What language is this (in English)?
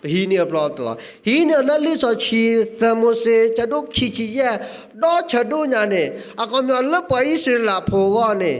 S'gaw Karen